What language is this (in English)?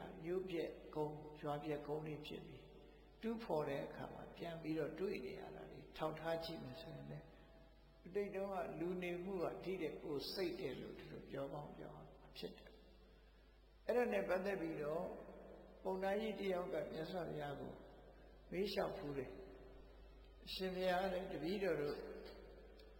Burmese